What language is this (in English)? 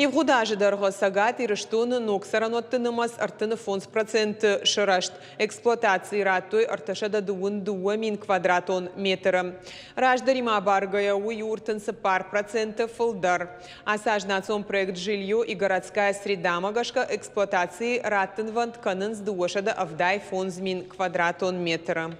Ossetic